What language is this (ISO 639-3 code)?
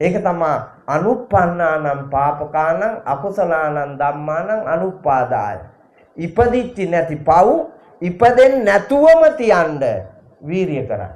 sin